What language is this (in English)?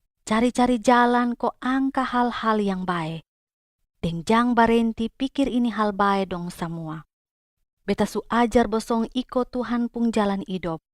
Kupang Malay